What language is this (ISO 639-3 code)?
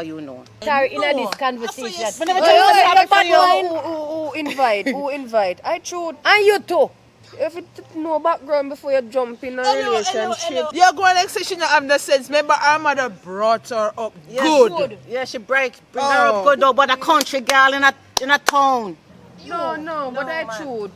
jam